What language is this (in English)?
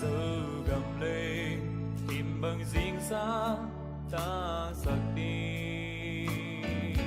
Tedim Chin